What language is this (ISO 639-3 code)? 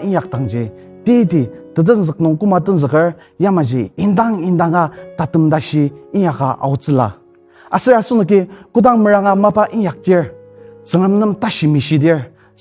njo